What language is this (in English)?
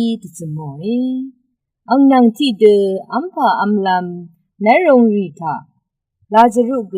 Rawang